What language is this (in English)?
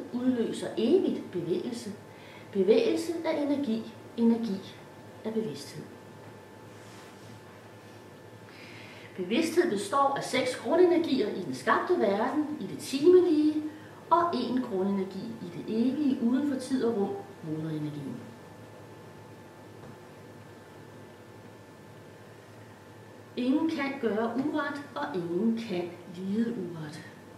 Danish